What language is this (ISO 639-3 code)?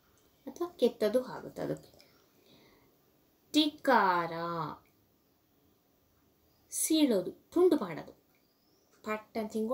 kan